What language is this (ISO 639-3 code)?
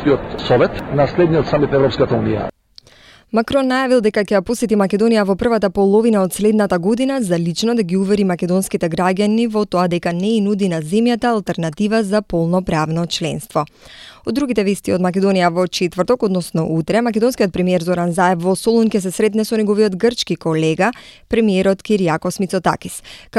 mkd